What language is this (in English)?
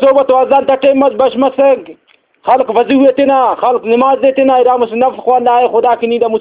Brahui